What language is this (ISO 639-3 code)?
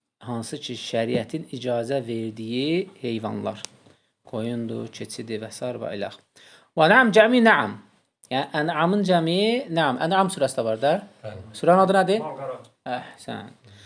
aze